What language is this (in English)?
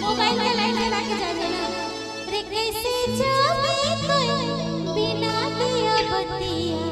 Sadri